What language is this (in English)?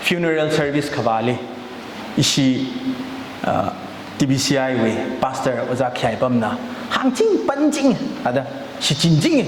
Tangkhul Naga (India)